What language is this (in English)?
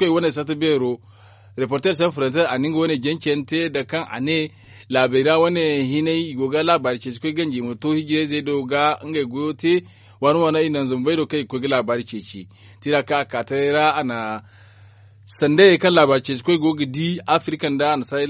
Zarma